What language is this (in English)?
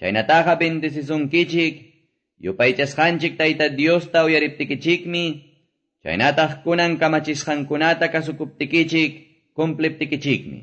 Quechua